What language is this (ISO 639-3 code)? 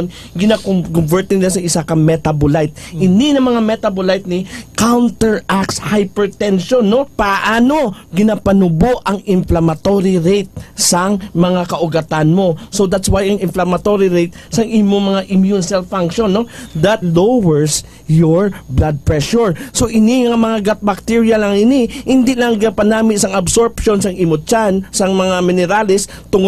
hil